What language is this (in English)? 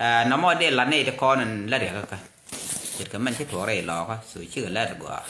Nuer